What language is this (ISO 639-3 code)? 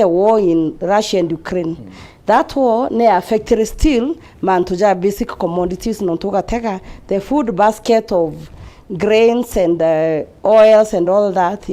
mer